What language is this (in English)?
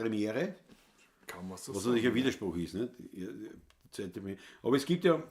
Bavarian